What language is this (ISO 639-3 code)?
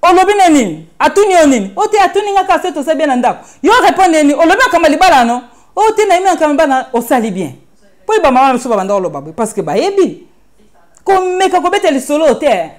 lin